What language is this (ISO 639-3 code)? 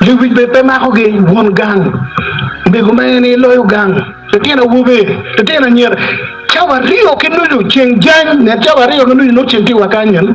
ach